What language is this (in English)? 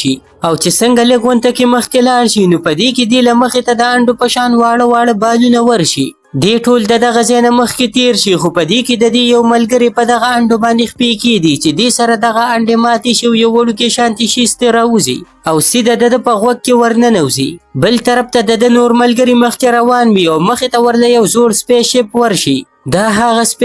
Pashto